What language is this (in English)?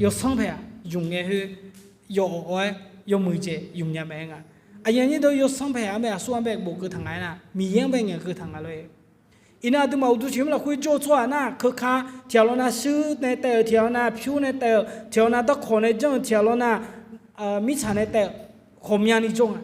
Akha